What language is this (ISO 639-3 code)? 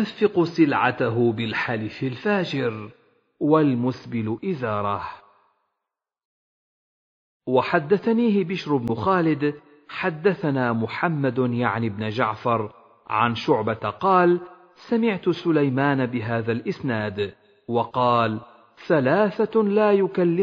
ara